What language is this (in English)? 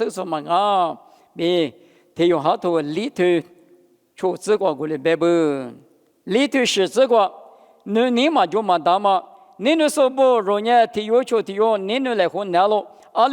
Lisu